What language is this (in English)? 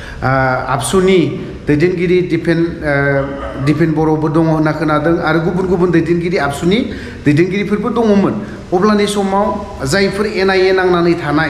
Bodo